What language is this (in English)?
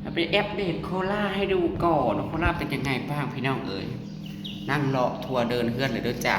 Northeastern Thai